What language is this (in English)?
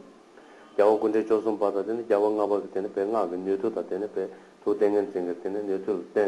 Tibetan